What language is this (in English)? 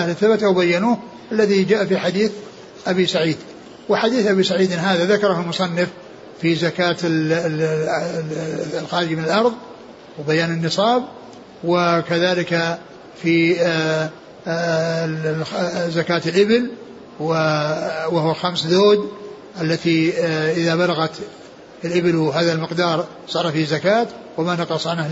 Arabic